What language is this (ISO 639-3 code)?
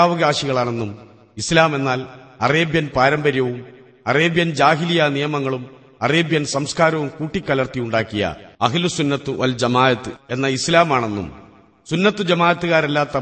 mal